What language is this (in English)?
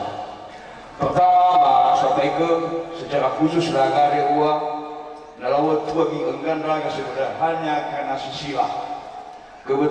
Nias